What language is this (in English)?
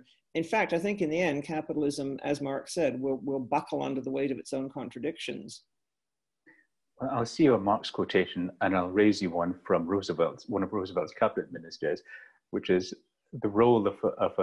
English